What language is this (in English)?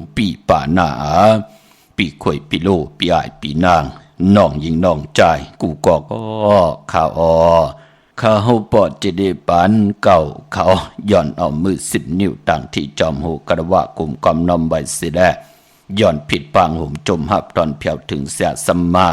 Shan